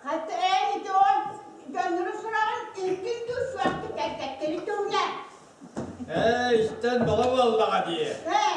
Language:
Yakut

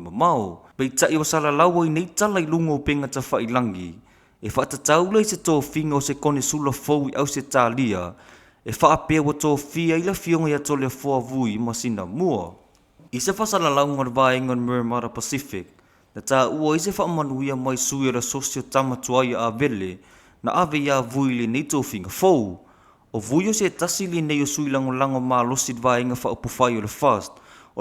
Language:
Samoan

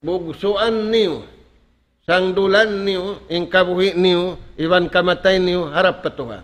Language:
Tausug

